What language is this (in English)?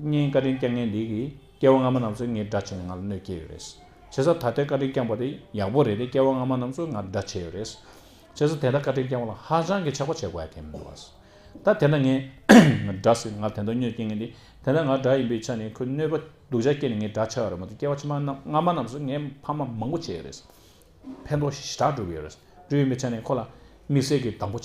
Tibetan